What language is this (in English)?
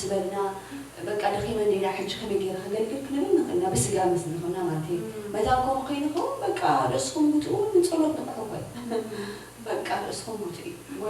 Tigrinya